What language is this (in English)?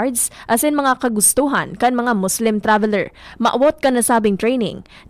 Bikol